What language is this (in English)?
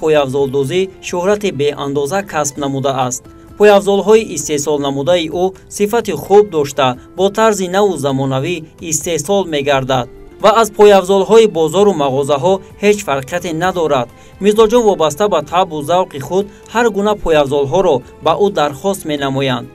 Tajik